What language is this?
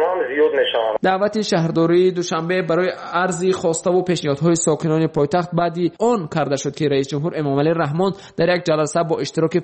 Tajik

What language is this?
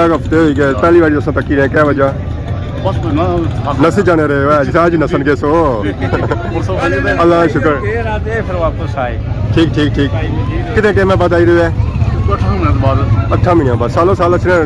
Pahari-Potwari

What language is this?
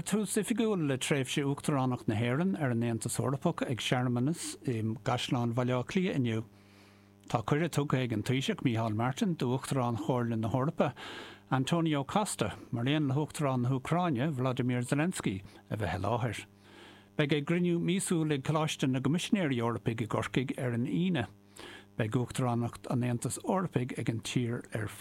Irish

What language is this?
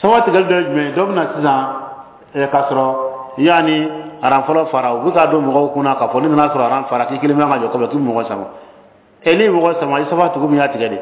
Bambara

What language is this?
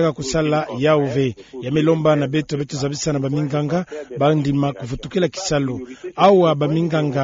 Kituba (Democratic Republic of Congo)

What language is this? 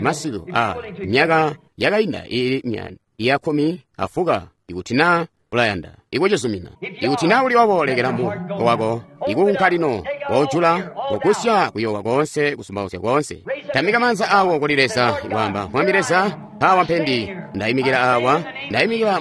Tonga (Zambia)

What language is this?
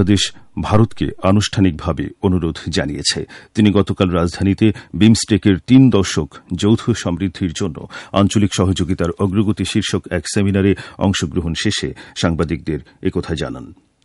Bangla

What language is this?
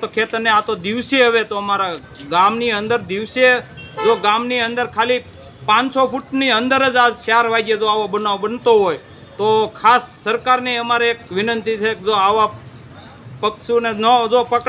Gujarati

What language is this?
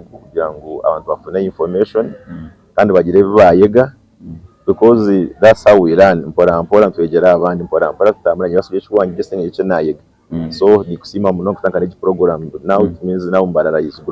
Nyankole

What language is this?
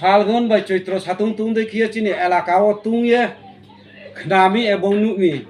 Riang (India)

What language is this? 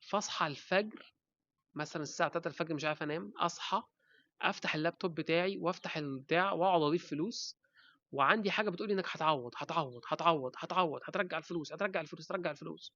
Egyptian Arabic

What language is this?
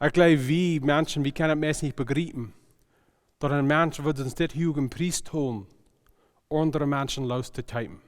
Plautdietsch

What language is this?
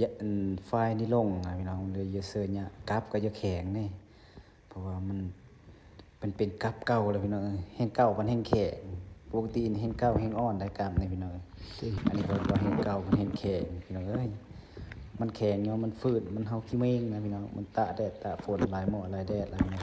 Lao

